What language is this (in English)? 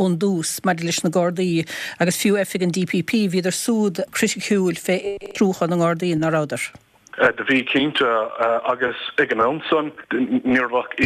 Irish